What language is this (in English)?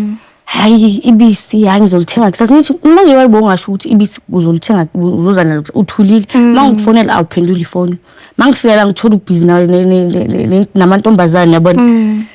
Zulu